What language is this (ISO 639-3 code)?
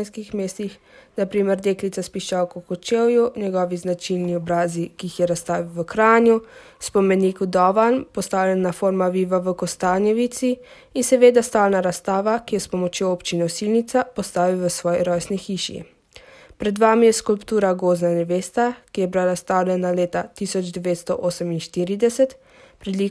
slv